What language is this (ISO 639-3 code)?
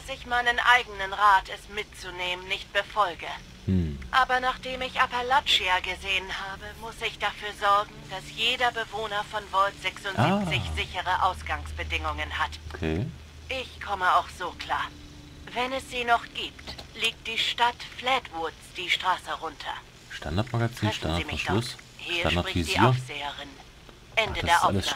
deu